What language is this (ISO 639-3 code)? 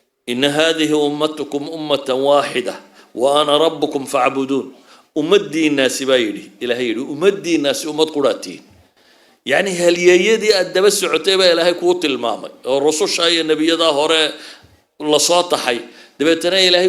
som